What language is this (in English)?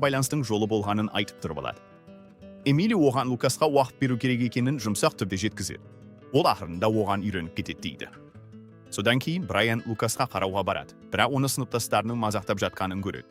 Kazakh